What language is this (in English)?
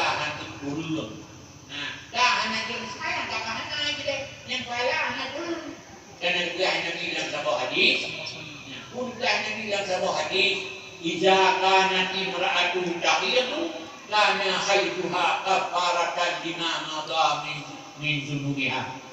Achinese